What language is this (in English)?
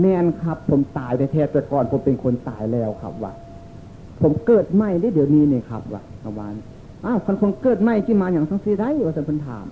Northeastern Thai